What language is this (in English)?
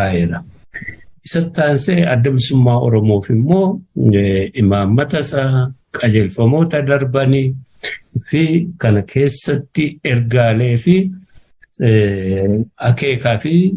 Oromo